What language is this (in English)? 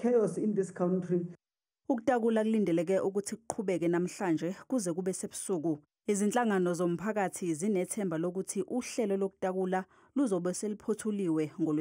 Zulu